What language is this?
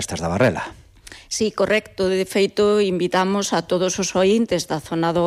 Galician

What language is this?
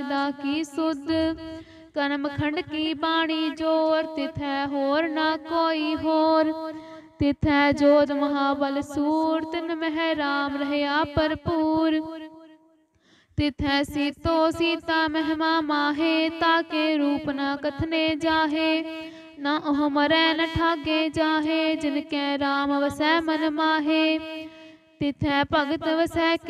Punjabi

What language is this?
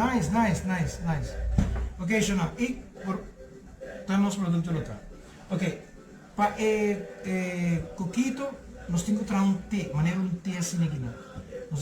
Papiamento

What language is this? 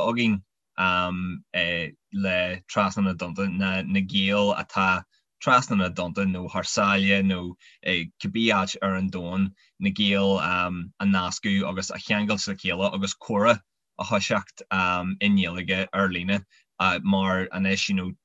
Irish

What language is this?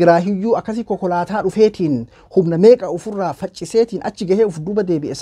Oromo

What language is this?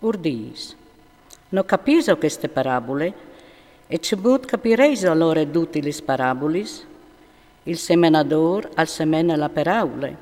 Friulian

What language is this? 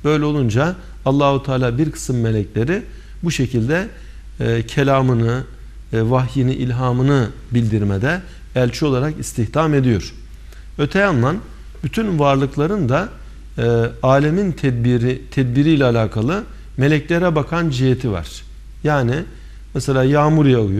Turkish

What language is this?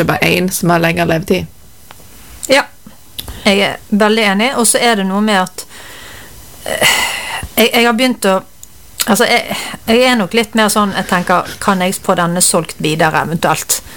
Norwegian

